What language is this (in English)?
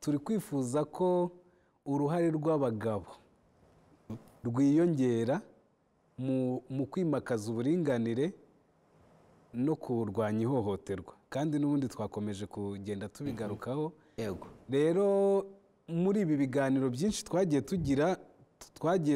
Kinyarwanda